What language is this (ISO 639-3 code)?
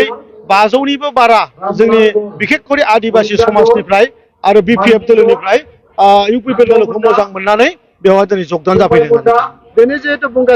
brx